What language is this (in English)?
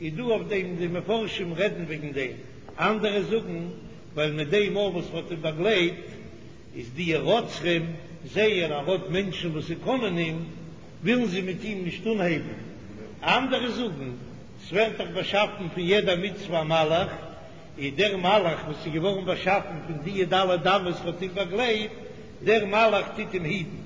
Yiddish